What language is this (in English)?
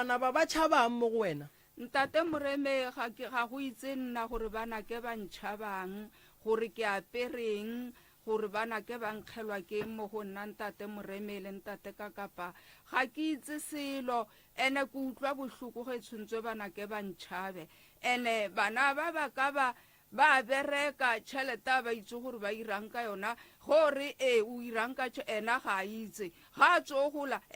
Northern Sotho